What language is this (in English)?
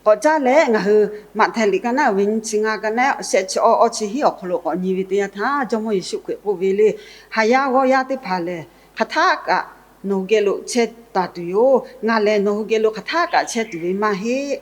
Lahu